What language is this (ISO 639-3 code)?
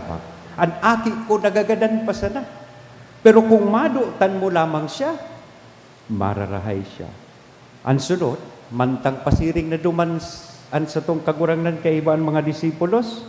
bik